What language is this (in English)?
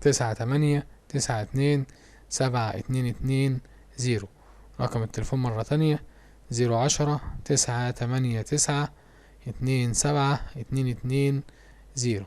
Egyptian Arabic